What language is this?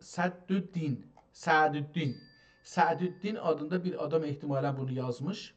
South Azerbaijani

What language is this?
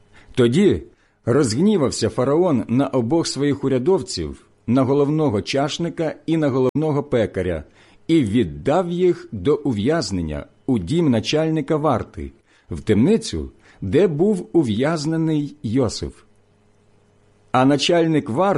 Ukrainian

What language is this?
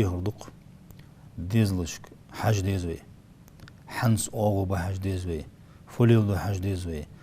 Ingush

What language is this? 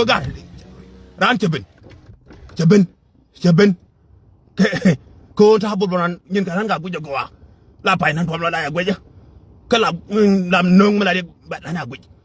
Nuer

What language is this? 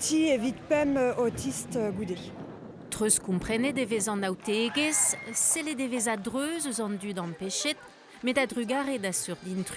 Breton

